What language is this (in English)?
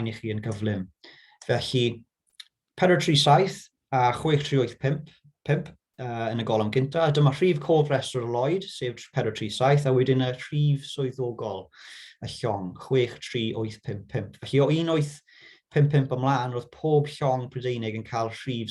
Welsh